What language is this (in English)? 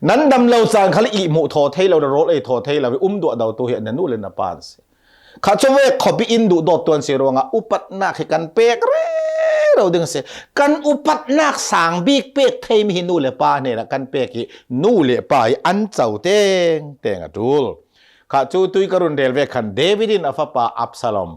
Hakha Chin